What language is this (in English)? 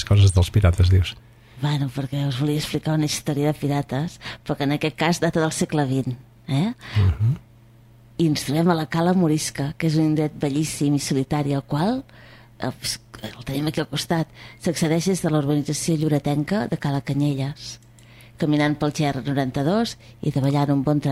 Catalan